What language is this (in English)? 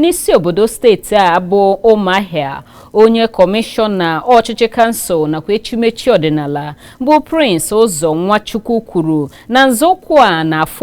Igbo